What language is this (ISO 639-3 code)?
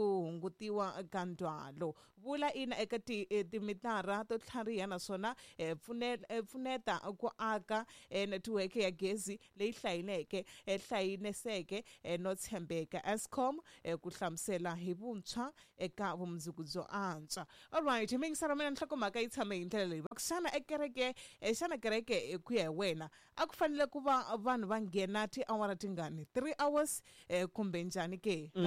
tso